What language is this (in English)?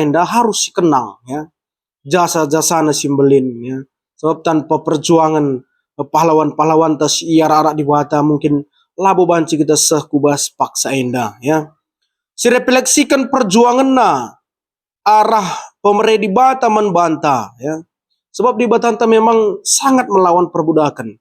Batak Karo